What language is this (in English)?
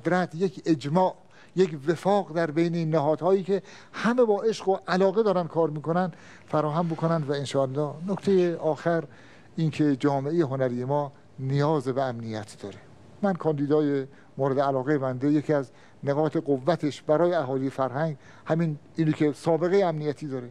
Persian